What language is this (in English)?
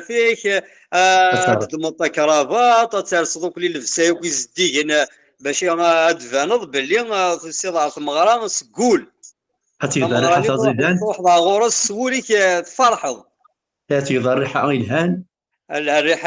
Kabyle